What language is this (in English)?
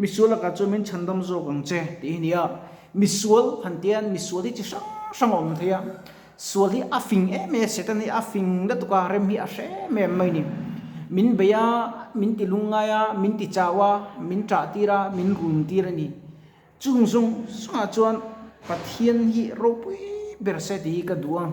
Mizo